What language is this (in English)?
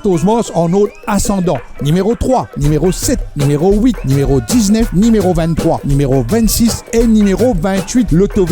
Morisyen